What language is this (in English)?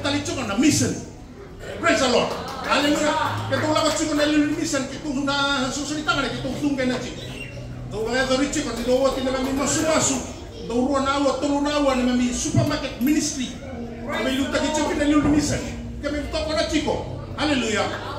Fijian